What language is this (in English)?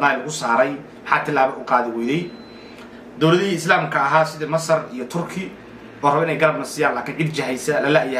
Somali